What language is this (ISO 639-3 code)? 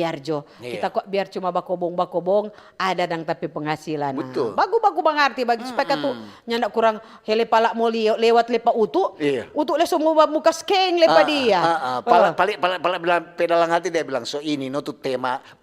xmm